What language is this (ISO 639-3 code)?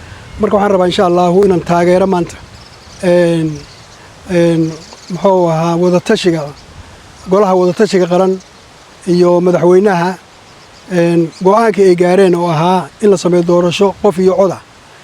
som